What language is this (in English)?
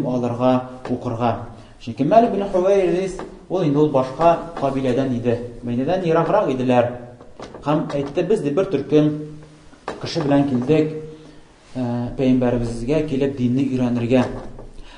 Tatar